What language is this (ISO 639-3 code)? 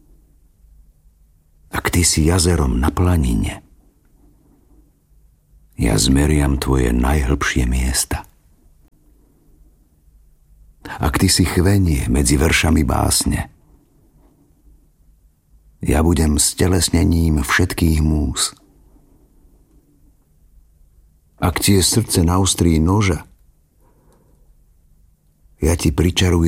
slk